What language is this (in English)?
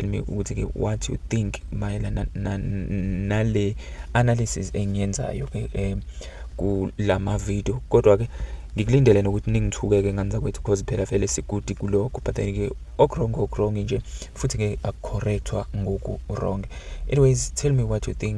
Zulu